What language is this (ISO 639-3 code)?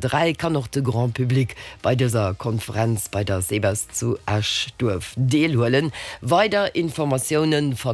ltz